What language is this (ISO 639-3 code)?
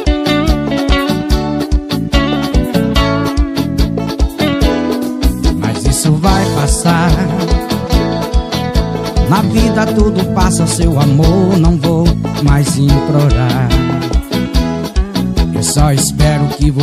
por